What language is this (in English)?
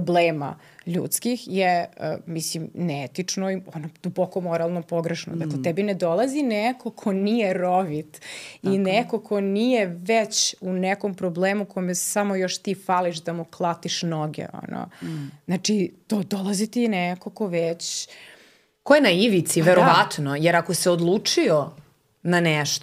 Serbian